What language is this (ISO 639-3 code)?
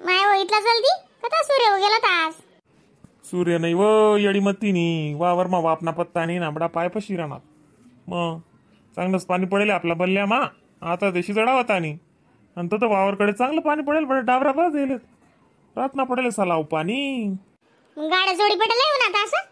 khn